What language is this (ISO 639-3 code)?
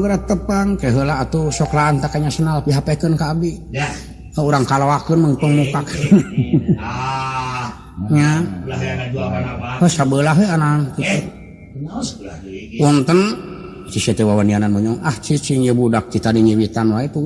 sun